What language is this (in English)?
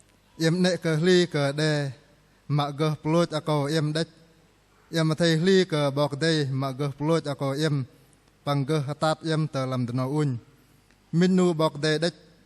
Bahnar